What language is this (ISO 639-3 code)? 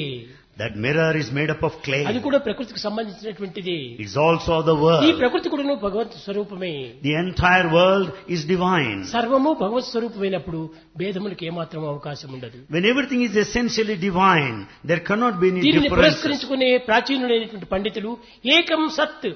tel